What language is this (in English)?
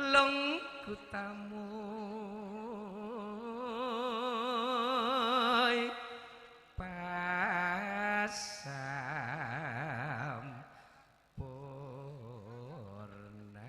Madurese